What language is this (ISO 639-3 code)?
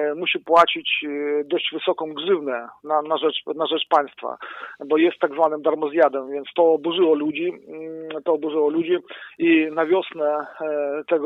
pol